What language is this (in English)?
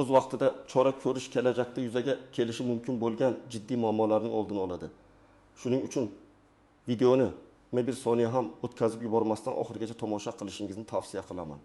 Uzbek